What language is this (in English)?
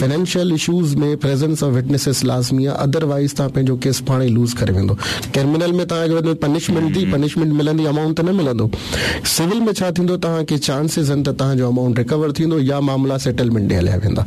Sindhi